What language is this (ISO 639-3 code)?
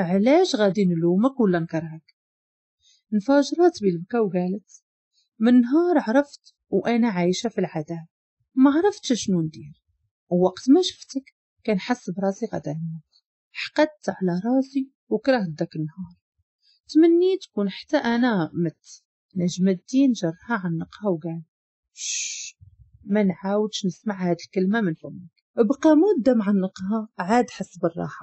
ary